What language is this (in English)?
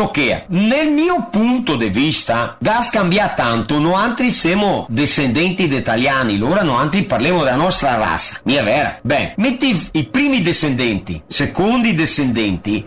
Italian